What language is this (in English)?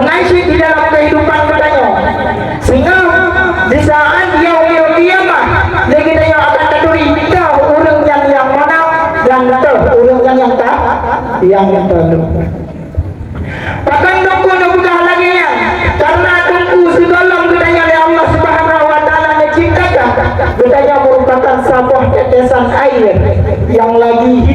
Achinese